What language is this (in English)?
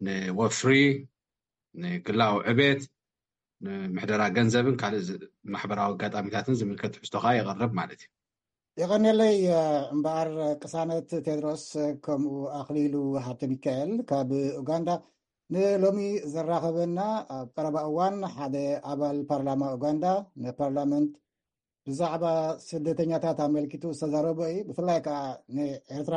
Tigrinya